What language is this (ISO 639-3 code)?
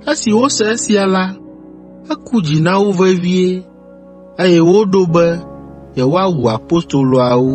ewe